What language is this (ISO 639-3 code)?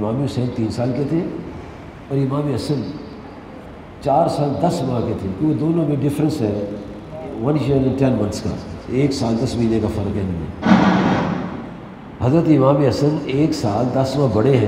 urd